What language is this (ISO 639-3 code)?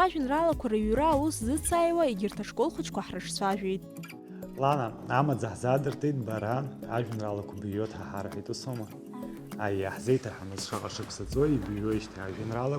abk